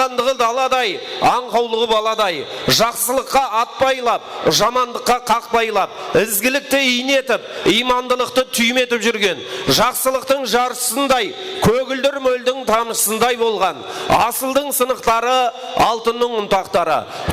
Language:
Kara-Kalpak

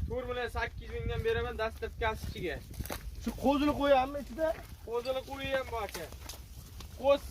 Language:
Uzbek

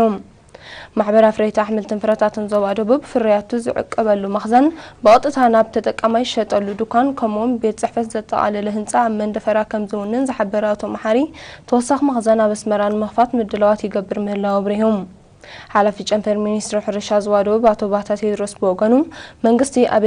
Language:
Tigrinya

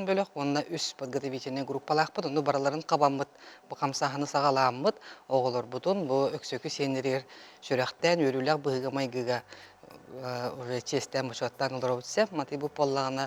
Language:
Yakut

